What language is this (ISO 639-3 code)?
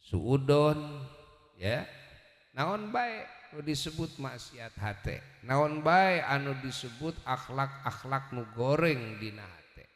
sun